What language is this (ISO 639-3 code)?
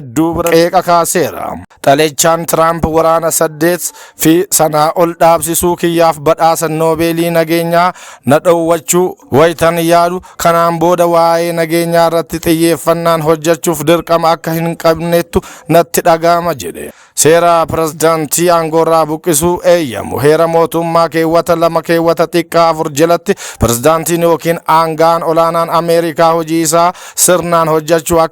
orm